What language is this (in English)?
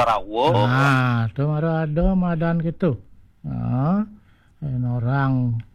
Balinese